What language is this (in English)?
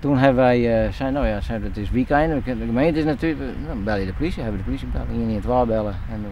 Western Frisian